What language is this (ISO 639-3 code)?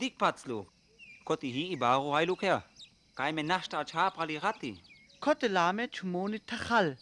rmo